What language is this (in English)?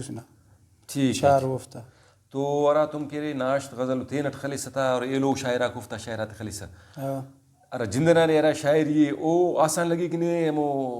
Brahui